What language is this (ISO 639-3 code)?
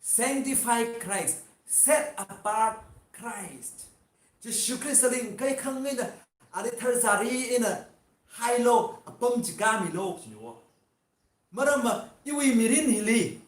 nmf